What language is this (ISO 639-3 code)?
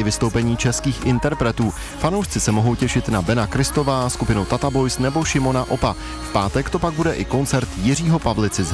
ces